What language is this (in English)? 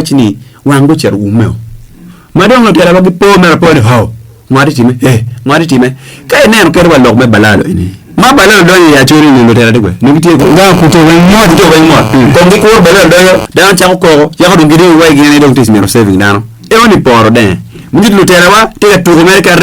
Acoli